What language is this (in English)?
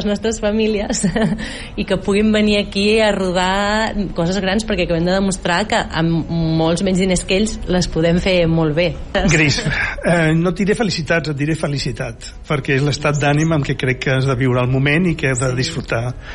Catalan